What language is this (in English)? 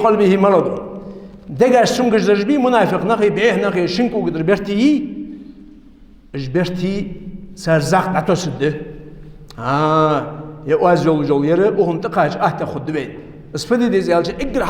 Ingush